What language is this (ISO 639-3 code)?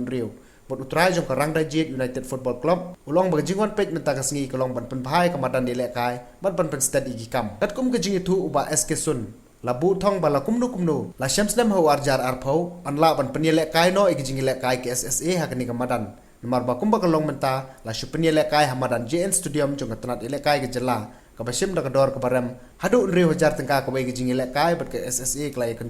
kha